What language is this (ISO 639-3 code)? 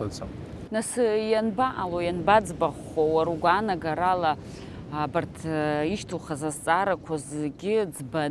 abk